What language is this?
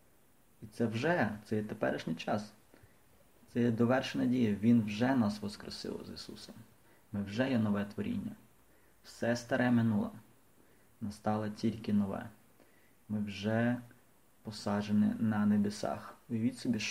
Ukrainian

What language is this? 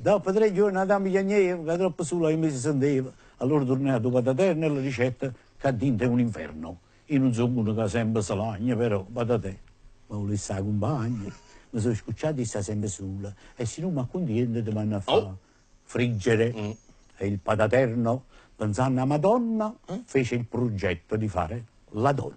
Neapolitan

